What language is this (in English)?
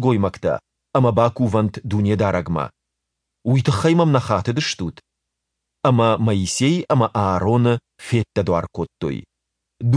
Ossetic